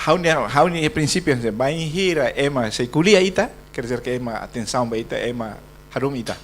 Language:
Tetum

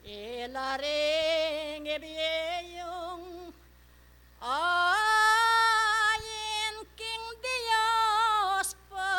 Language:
Pampanga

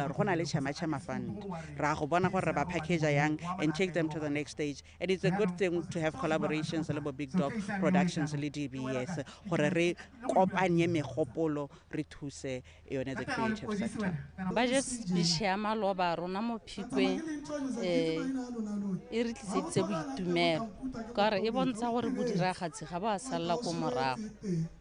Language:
Tswana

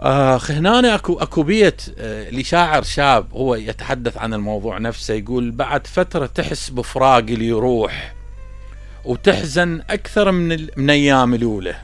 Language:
Mesopotamian Arabic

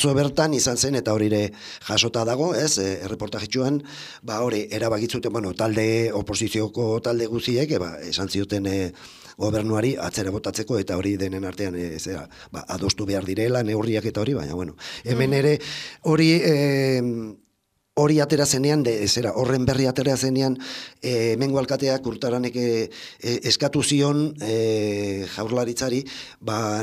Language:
Basque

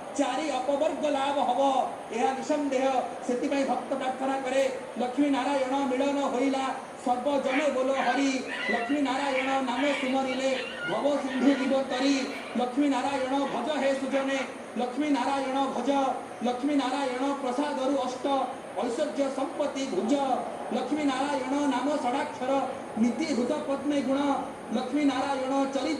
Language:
Odia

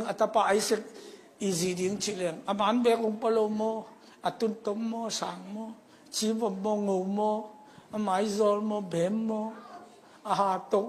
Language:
Tedim Chin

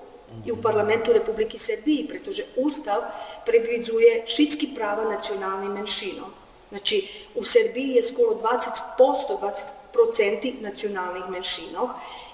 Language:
Rusyn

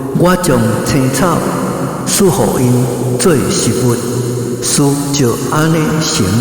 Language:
Min Nan Chinese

